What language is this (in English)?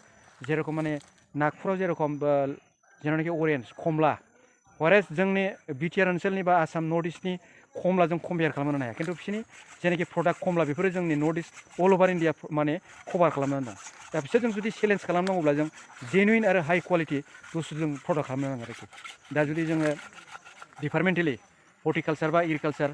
Bodo